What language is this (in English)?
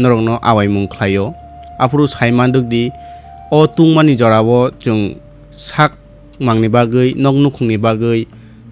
Kok Borok